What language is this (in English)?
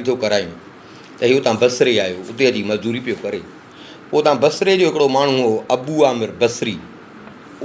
Sindhi